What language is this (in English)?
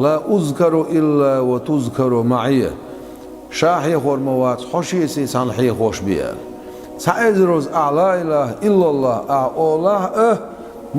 Chechen